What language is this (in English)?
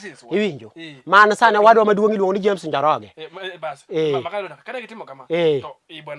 Luo (Kenya and Tanzania)